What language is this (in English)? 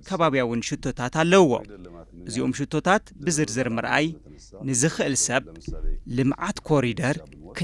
Tigrinya